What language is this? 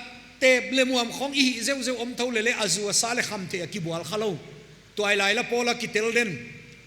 Paite Chin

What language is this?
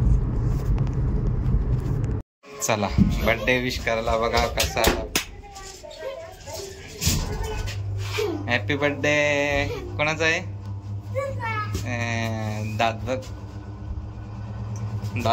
Marathi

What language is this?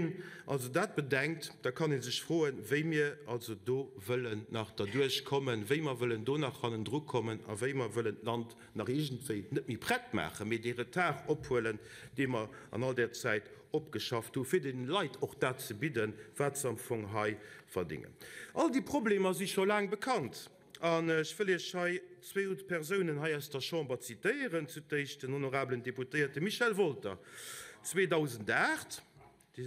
Luxembourgish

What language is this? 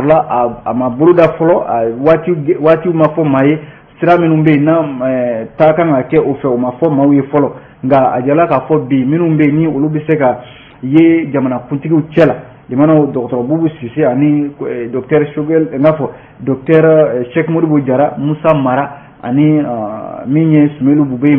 Bambara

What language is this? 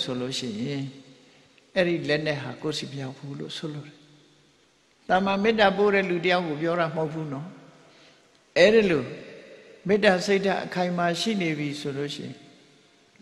Burmese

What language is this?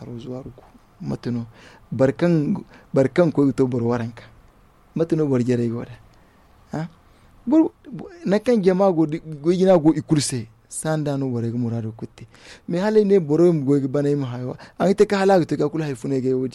Zarma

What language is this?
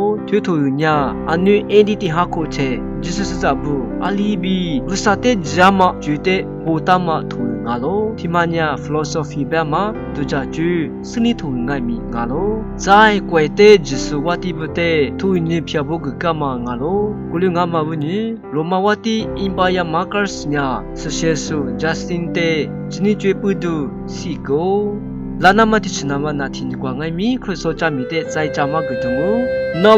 Lisu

